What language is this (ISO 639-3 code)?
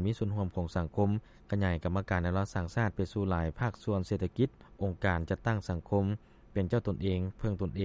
lao